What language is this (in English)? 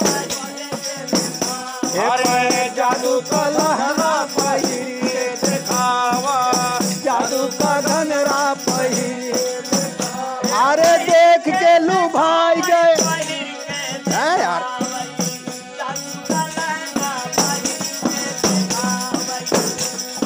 Bhojpuri